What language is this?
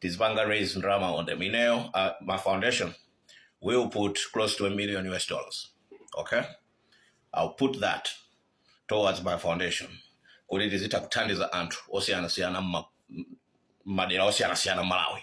Nyanja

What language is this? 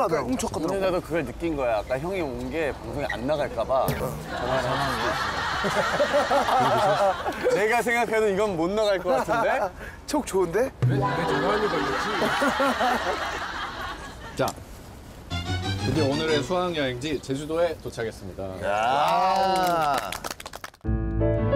Korean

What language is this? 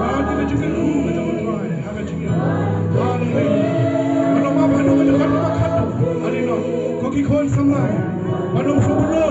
Khasi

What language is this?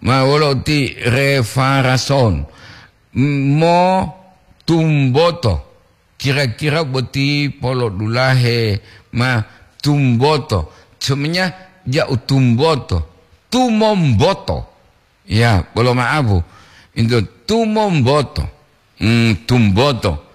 Gorontalo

